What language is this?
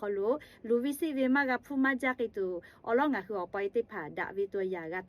Lahu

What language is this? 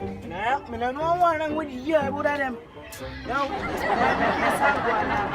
Jamaican Creole English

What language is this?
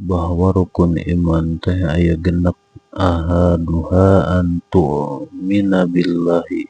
Sundanese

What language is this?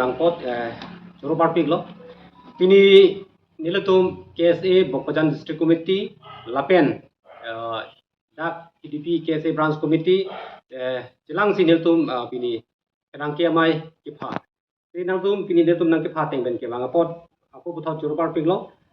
Karbi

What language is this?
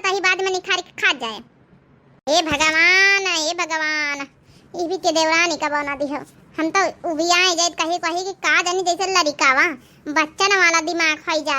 Awadhi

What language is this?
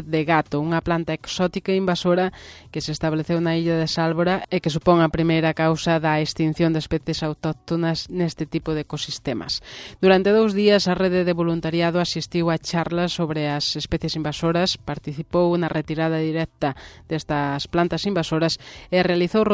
Galician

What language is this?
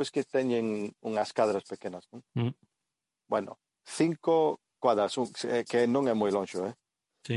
Galician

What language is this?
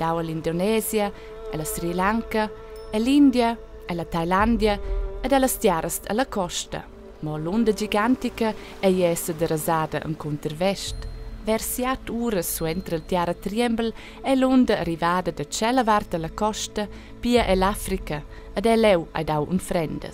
Romansh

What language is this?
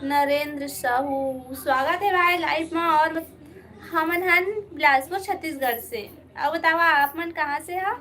Chhattisgarhi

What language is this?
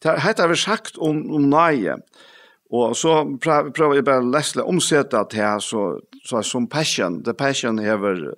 Faroese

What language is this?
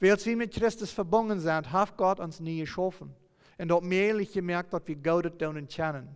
Plautdietsch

